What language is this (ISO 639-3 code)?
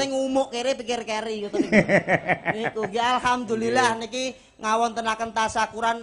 jav